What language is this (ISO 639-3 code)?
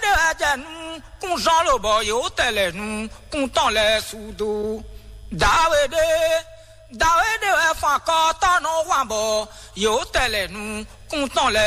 fon